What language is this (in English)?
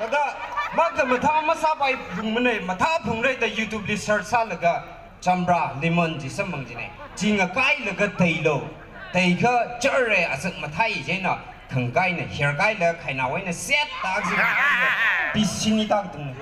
Tangkhul Naga (India)